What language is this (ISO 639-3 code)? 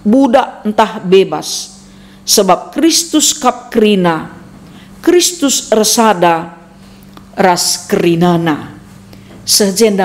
btx